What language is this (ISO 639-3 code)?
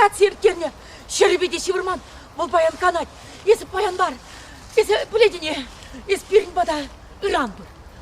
chv